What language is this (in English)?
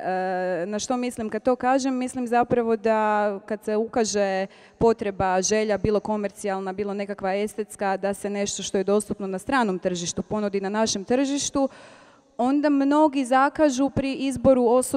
Croatian